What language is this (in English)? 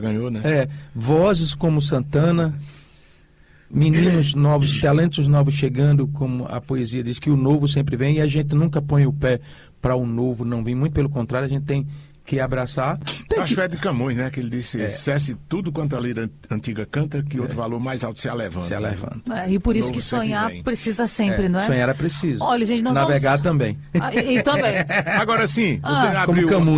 Portuguese